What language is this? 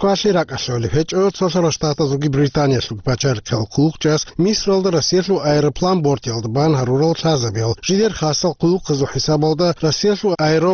Avaric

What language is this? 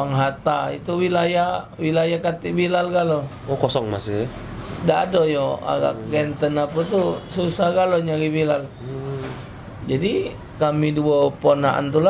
Musi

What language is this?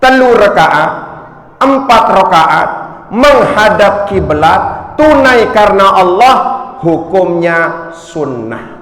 Sasak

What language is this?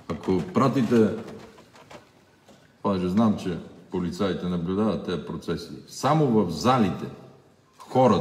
Bulgarian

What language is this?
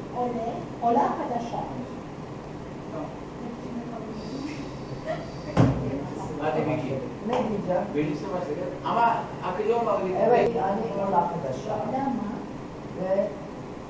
Turkish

